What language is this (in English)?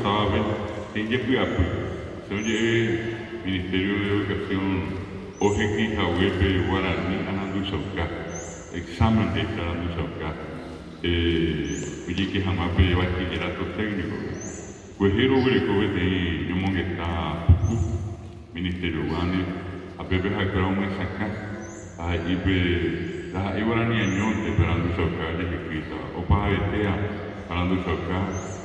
Guarani